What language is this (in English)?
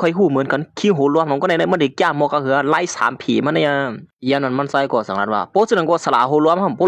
Shan